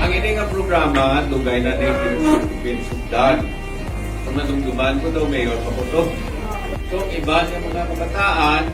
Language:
Hiligaynon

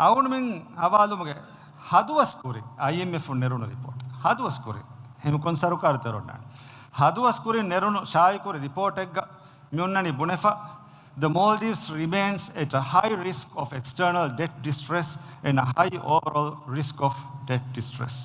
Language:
Divehi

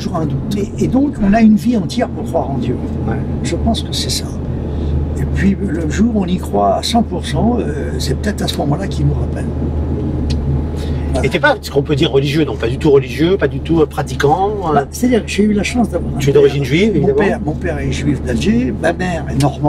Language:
French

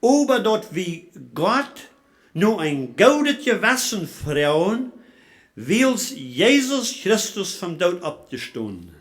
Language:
Plautdietsch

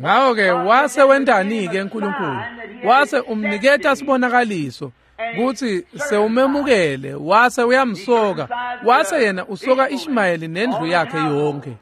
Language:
Swati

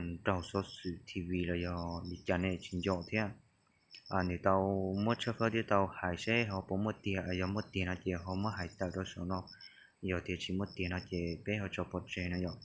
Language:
Hmong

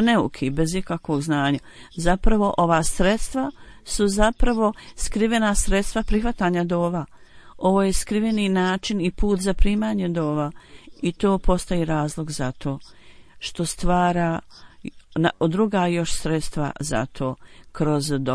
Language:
Bosnian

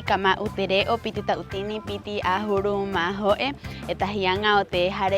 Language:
Rapanui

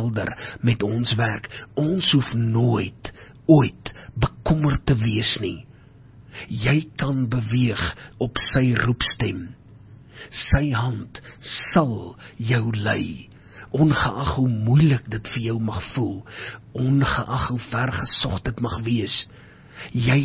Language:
Afrikaans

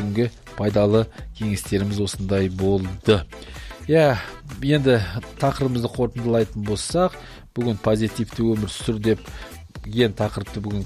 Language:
Kazakh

